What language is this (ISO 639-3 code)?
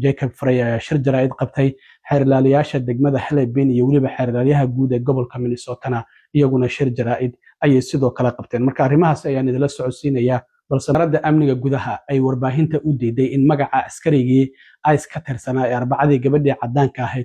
som